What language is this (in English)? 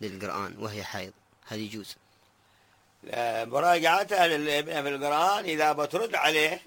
Arabic